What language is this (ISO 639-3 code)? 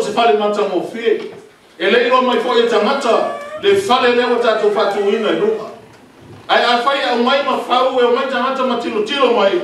smo